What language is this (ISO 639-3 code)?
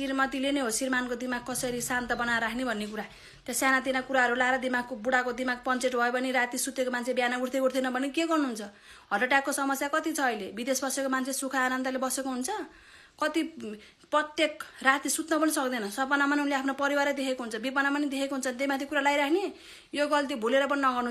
nep